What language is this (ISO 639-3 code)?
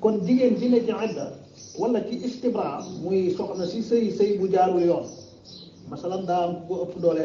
wol